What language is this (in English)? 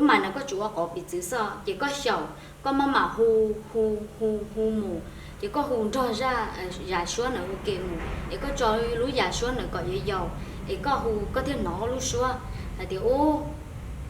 Hmong